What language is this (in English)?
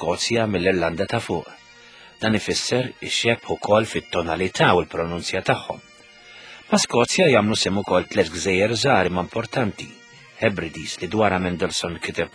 Maltese